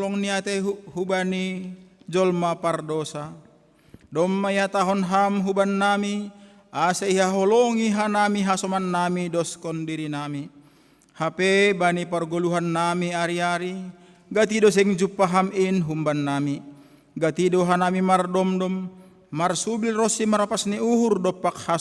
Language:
Batak Simalungun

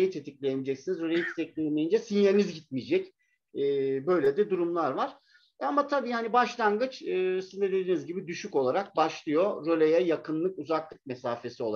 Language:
Turkish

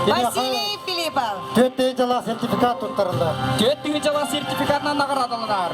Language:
Yakut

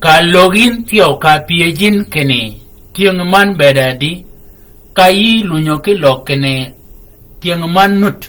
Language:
Shilluk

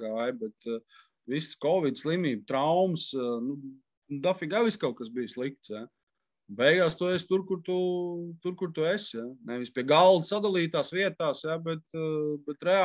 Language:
Latvian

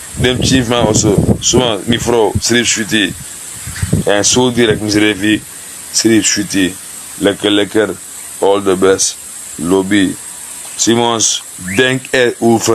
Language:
Sranan Tongo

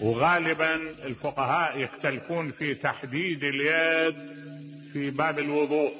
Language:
Mesopotamian Arabic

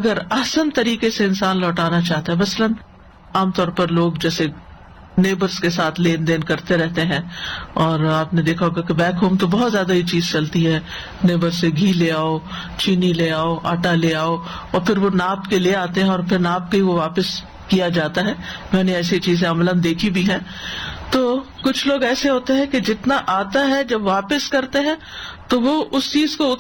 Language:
Urdu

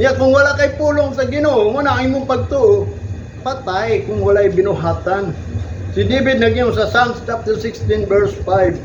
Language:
Cebuano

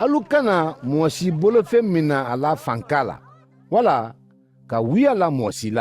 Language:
Mandingo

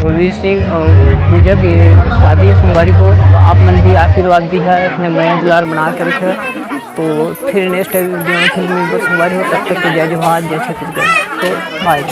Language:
Chhattisgarhi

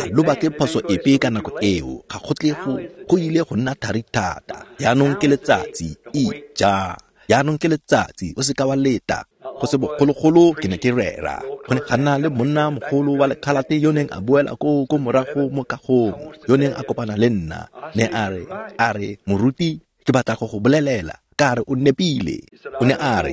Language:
Tswana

